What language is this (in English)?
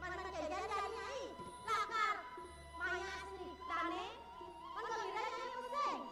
Balinese